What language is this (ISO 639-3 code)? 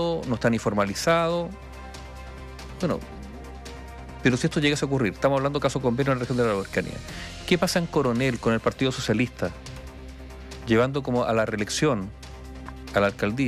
spa